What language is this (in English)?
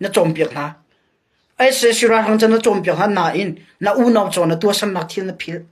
Hakha Chin